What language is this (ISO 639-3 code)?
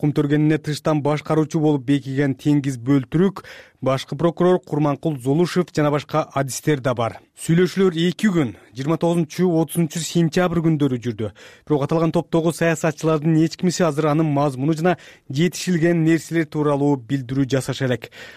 kir